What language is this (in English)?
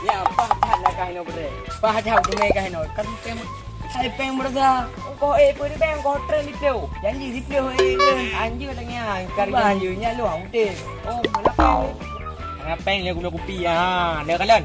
Achinese